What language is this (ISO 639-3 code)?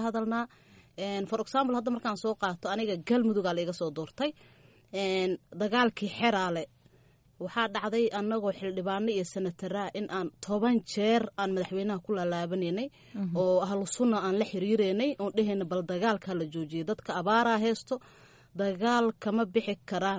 som